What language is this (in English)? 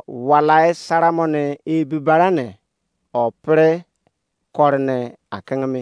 Izon